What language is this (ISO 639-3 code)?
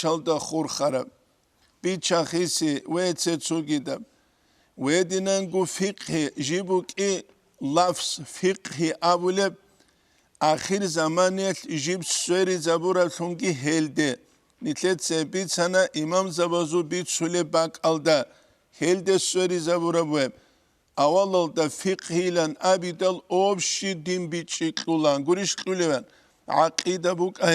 ava